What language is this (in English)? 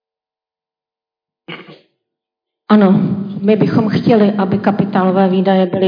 Czech